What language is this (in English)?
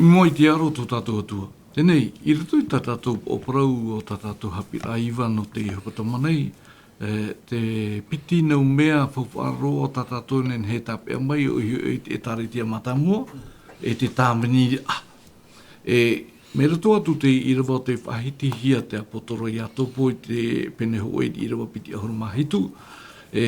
Tahitian